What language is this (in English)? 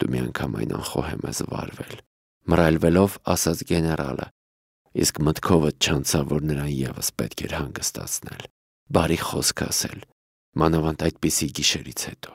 Armenian